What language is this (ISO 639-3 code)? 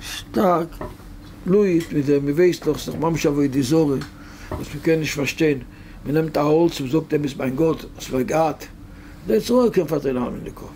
yid